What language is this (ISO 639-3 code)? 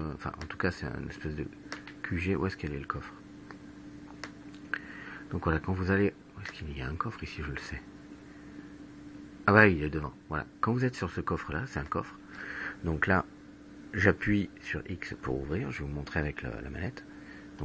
fra